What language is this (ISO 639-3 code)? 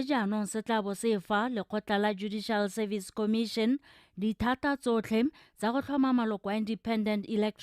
tsn